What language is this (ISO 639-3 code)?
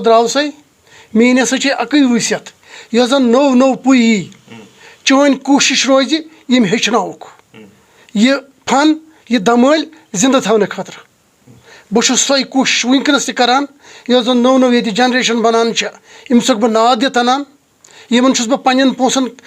kas